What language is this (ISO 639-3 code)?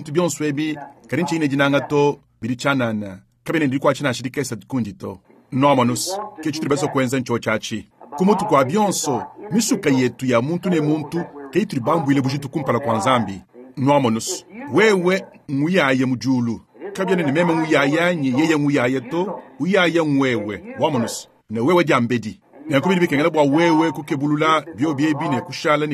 lua